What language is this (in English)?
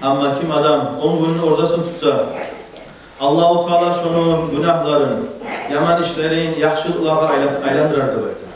Kumyk